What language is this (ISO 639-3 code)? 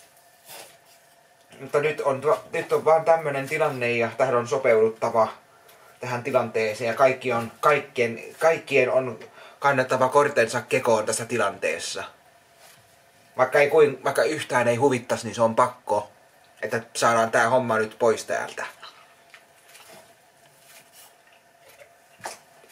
fin